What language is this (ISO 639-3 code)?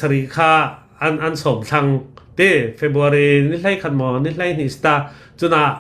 cnh